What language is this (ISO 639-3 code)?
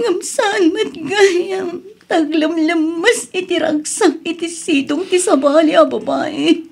ilo